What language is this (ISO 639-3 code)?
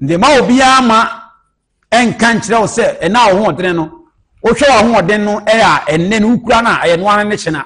aka